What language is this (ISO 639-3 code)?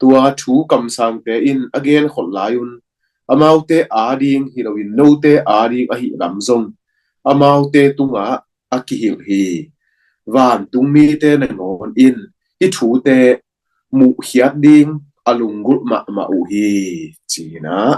ctd